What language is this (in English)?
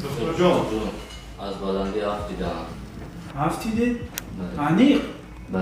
Tajik